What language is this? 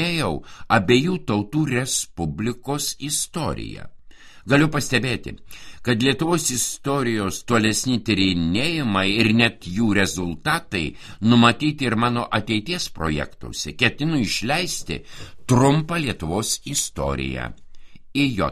Lithuanian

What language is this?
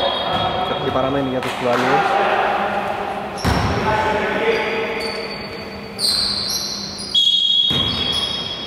Greek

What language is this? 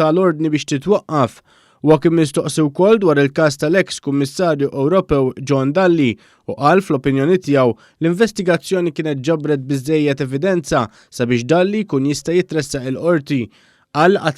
Maltese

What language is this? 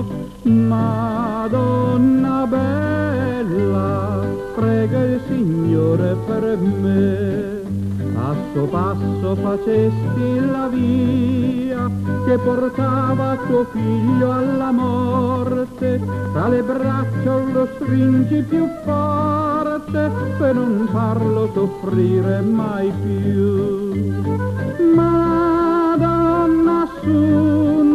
Italian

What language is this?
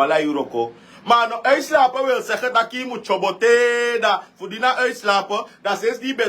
Sranan Tongo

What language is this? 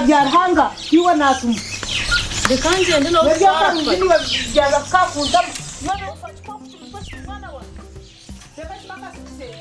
Nyankole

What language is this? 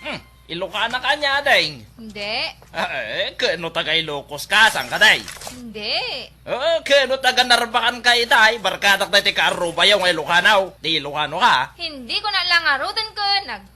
Iloko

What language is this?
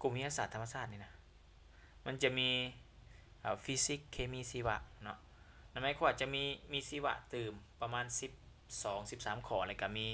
Lao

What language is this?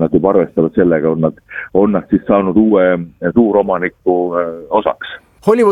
Estonian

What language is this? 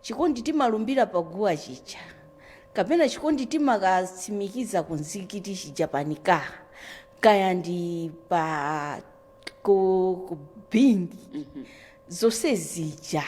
Nyanja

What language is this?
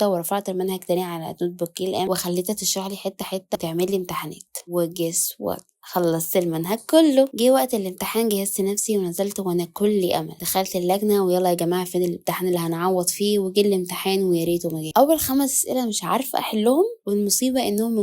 Egyptian Arabic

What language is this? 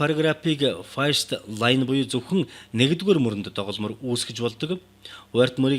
Mongolian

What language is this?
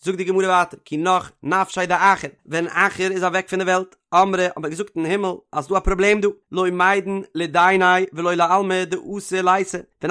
Yiddish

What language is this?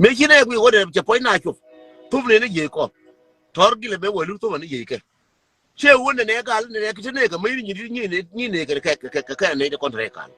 Nuer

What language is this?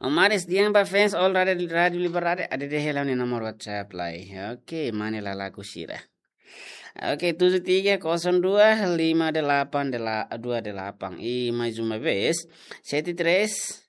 Tetum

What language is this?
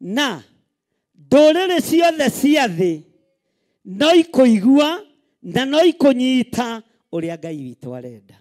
Kikuyu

